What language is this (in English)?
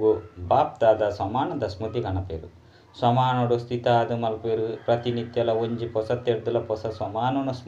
Tulu